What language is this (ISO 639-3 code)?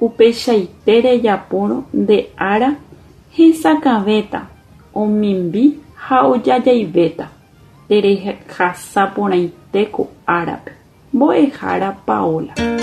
grn